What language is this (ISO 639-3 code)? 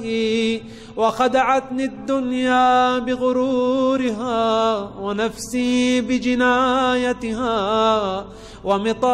ara